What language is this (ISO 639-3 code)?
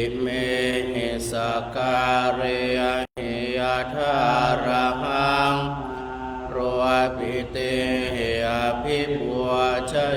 pli